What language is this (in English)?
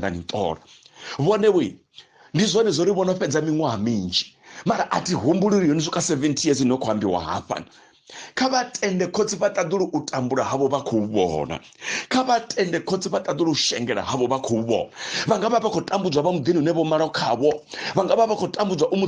Venda